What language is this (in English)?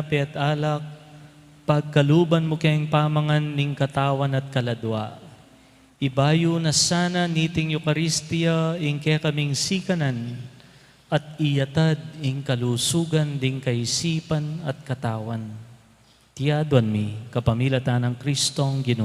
Pampanga